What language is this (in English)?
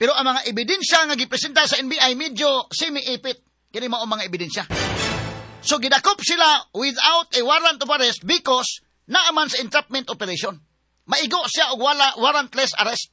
Cebuano